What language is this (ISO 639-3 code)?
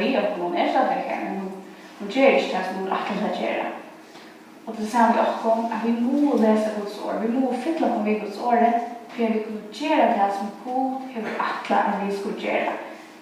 fao